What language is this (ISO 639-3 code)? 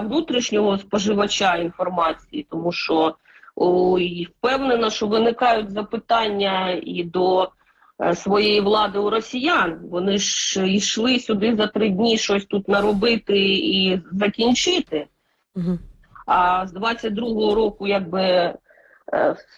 ukr